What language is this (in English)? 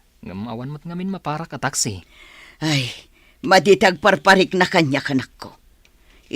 Iloko